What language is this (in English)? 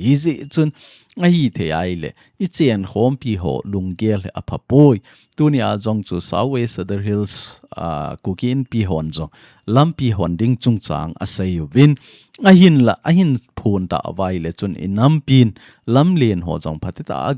Thado Chin